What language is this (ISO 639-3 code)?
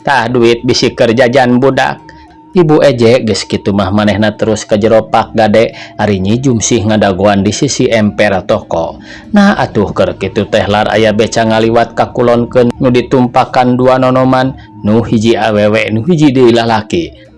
sun